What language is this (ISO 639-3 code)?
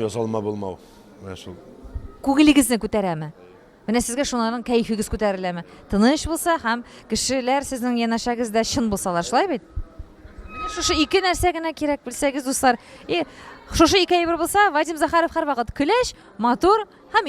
tat